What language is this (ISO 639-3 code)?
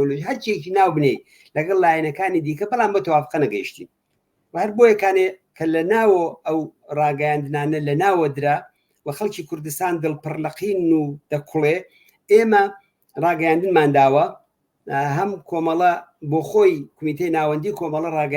ckb